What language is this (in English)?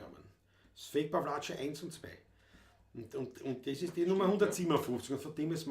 Bavarian